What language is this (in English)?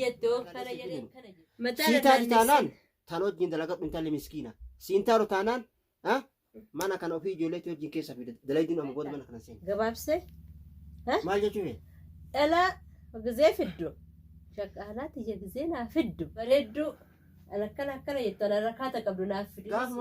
Oromo